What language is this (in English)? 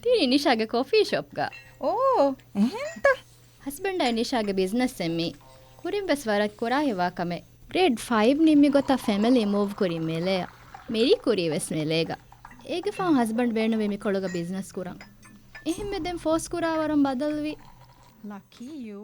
Divehi